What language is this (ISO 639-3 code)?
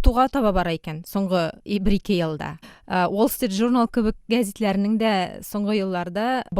tat